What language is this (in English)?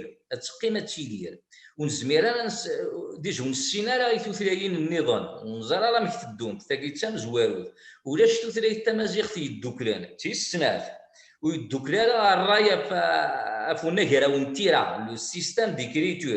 Kabyle